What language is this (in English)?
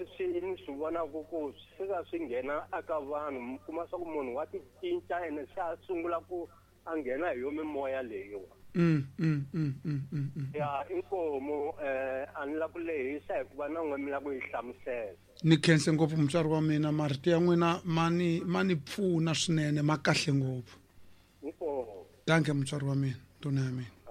Tsonga